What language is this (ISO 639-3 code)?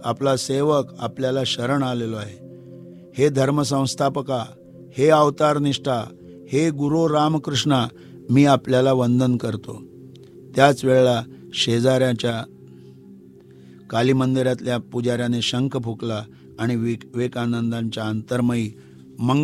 mar